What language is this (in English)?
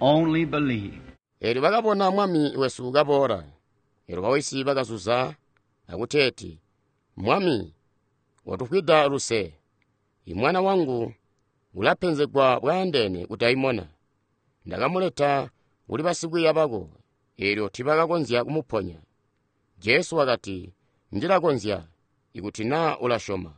Tonga (Zambia)